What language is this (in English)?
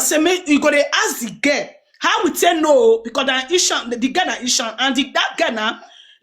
Nigerian Pidgin